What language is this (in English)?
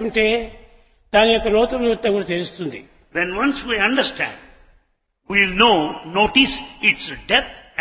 Telugu